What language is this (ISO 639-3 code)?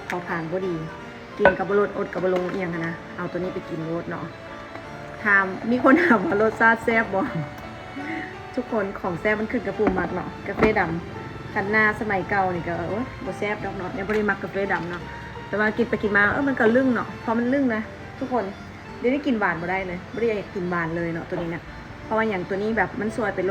lao